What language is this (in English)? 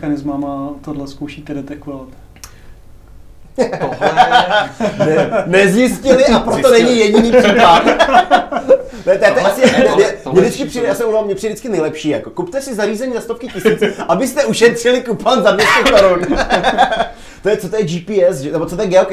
Czech